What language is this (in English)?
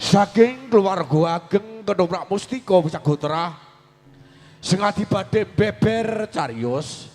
Javanese